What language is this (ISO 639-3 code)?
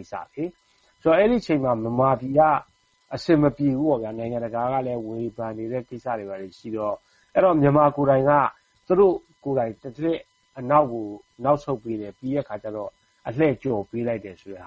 mya